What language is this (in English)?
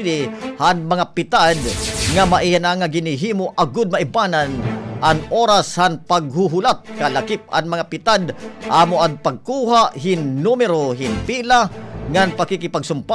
Waray